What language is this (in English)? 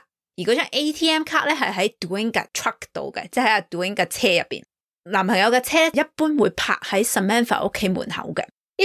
Cantonese